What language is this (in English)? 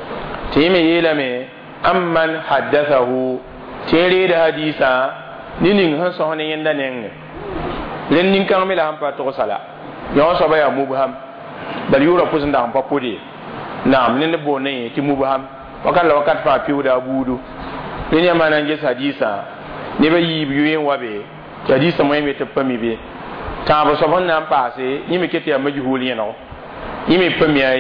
Mossi